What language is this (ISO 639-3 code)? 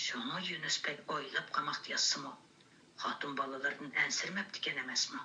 uig